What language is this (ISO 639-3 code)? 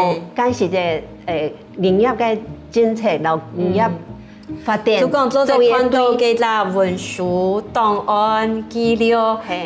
hak